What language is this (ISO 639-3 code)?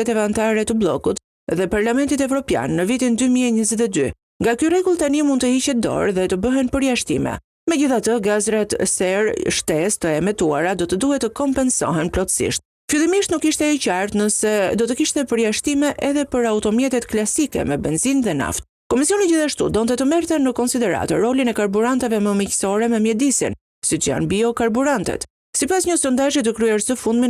sqi